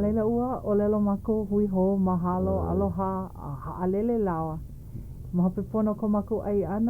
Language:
Hawaiian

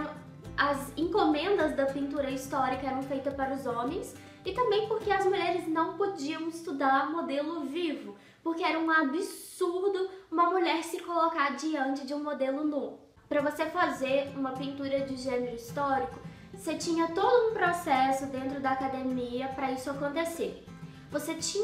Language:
Portuguese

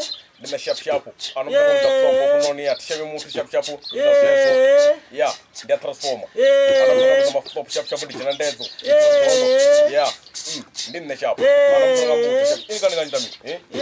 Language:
Venda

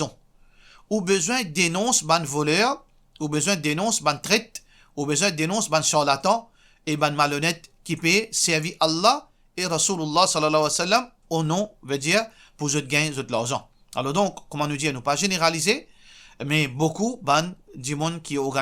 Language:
Morisyen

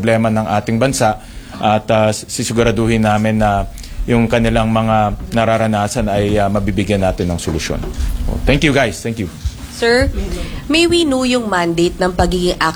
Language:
Filipino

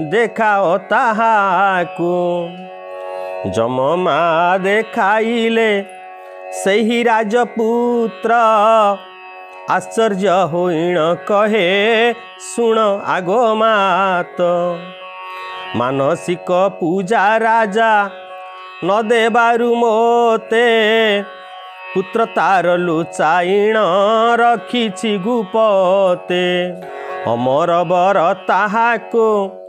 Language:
Odia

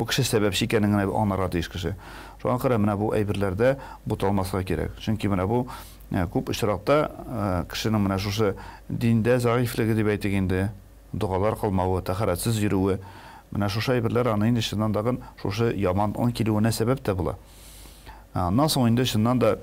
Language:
Tatar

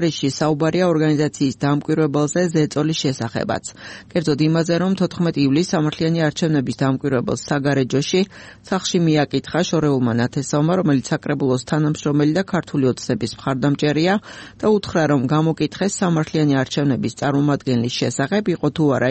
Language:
Georgian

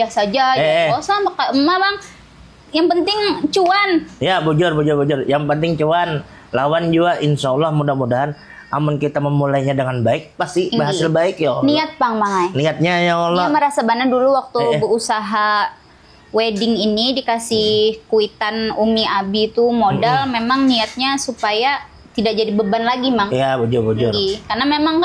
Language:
Banjar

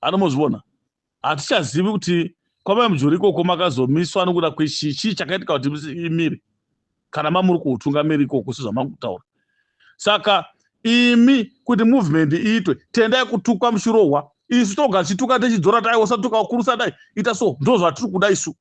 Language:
Shona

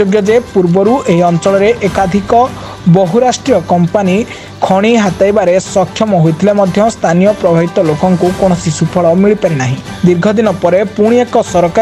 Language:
Odia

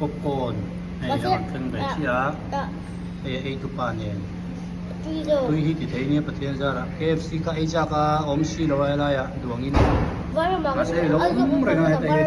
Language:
Hmar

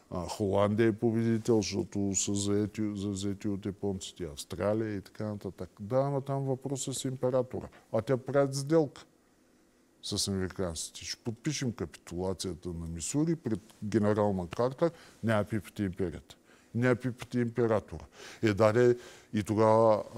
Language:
Bulgarian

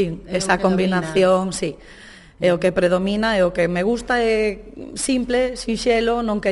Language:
Galician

